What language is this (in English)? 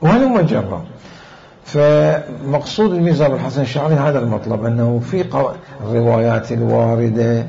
Mesopotamian Arabic